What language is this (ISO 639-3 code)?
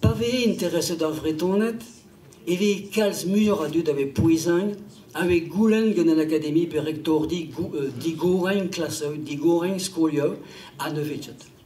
bre